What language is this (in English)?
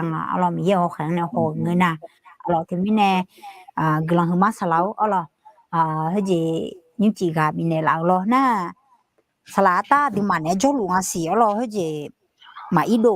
Akha